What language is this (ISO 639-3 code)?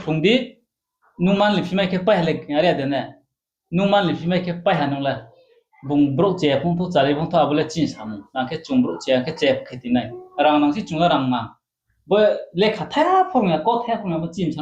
ria